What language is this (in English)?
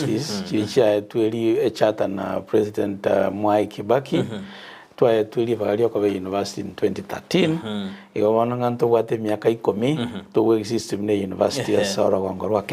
Gusii